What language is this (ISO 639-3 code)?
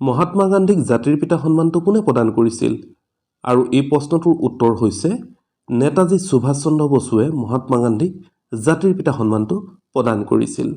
asm